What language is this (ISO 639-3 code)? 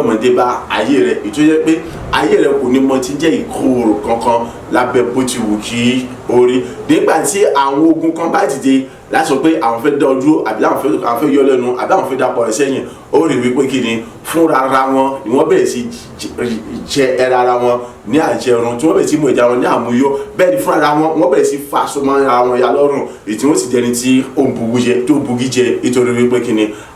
yor